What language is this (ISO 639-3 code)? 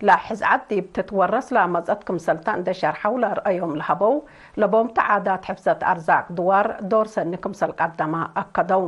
tig